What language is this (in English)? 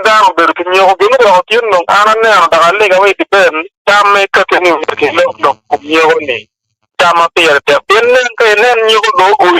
Acoli